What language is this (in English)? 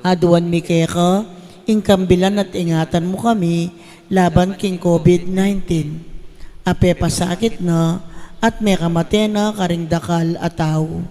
Pampanga